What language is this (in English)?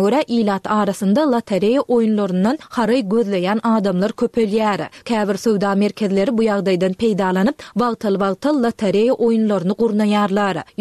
Turkmen